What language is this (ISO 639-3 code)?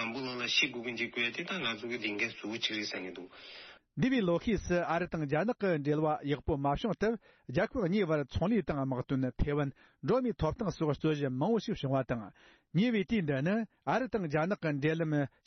bod